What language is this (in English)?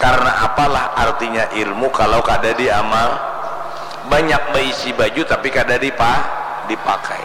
Banjar